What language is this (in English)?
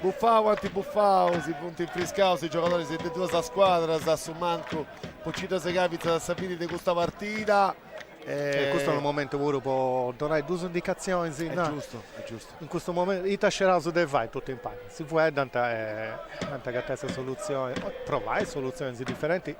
Sardinian